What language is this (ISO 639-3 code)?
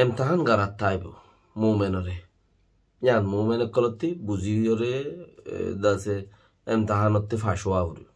rhg